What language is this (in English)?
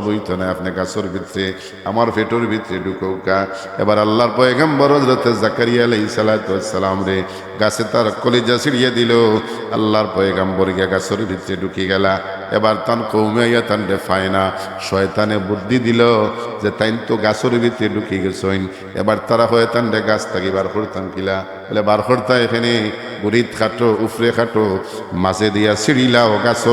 Sylheti